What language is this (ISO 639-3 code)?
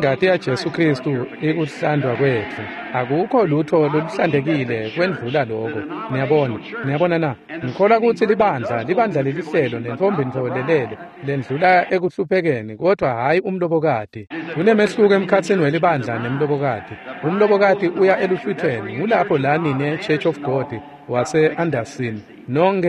ssw